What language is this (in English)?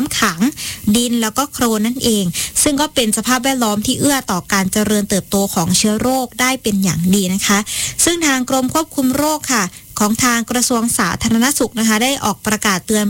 Thai